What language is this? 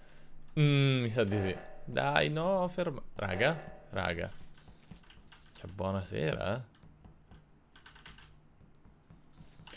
Italian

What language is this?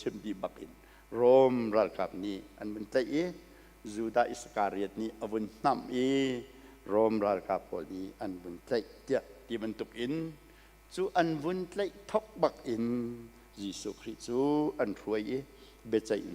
Hakha Chin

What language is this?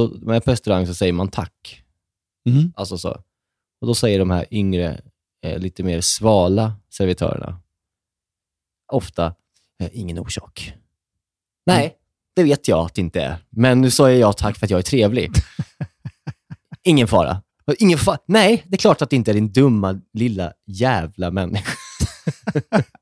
Swedish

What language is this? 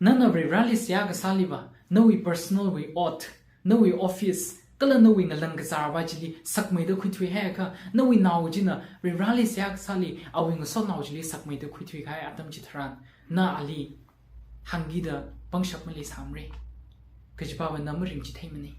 Tangkhul Naga (India)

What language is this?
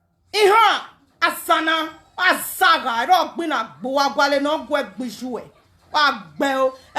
Nigerian Pidgin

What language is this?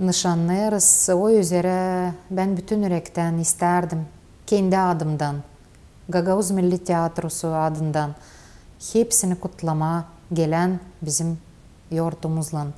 Gagauz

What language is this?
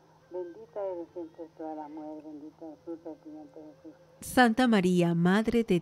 Spanish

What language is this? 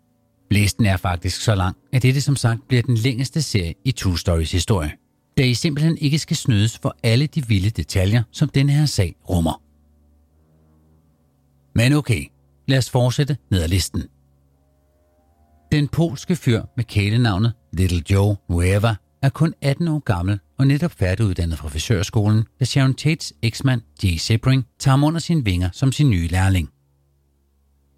Danish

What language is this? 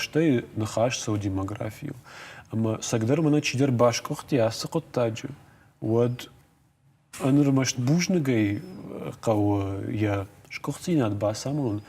Ossetic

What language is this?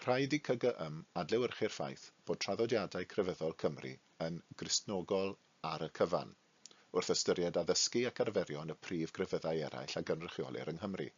Welsh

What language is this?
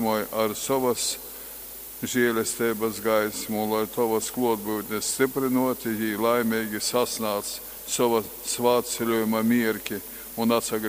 Latgalian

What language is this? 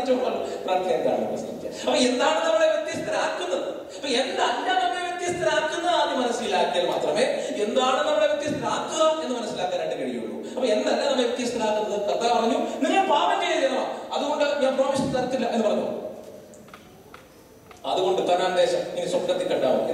Malayalam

